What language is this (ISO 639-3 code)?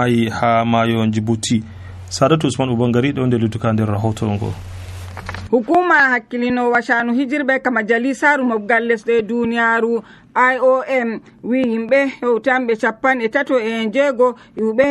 fuv